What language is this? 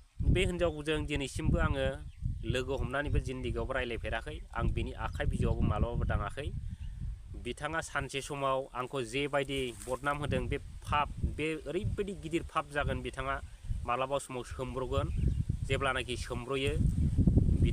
Bodo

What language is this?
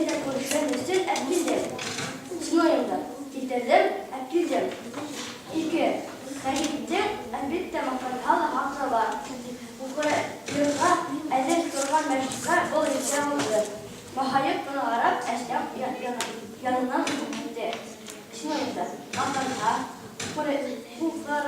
Bashkir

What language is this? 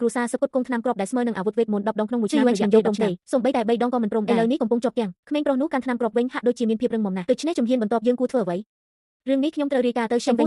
Khmer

